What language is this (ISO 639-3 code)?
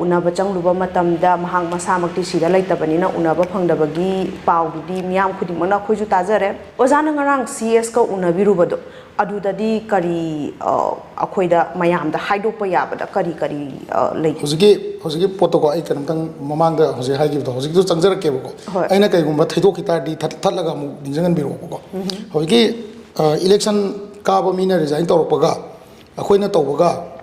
mni